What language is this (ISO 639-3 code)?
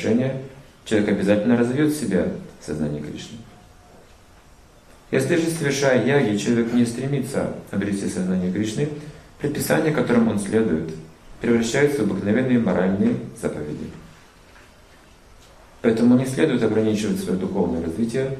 rus